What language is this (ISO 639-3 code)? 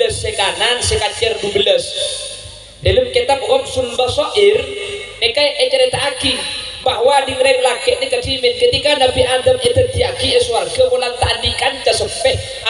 mad